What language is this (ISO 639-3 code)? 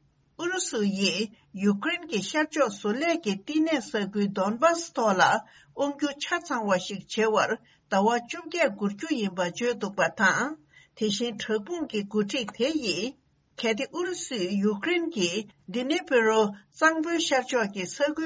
bod